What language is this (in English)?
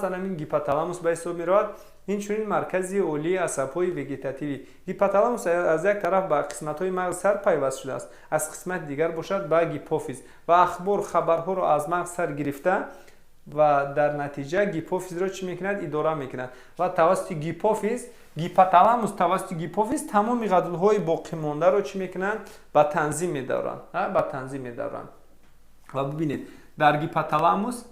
Tajik